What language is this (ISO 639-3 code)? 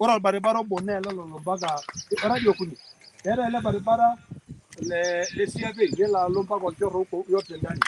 mas